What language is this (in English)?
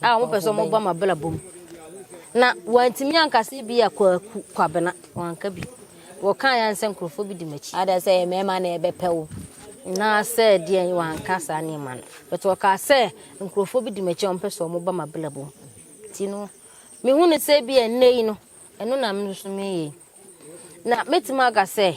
Akan